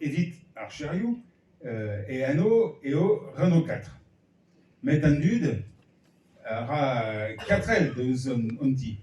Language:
Breton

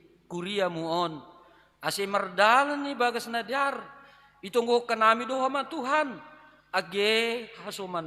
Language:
Batak Simalungun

